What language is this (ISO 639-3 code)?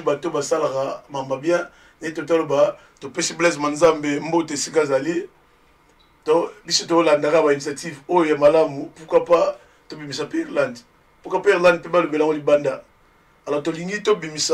lin